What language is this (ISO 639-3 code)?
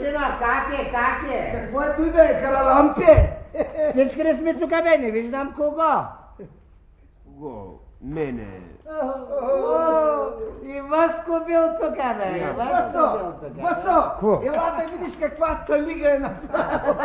bul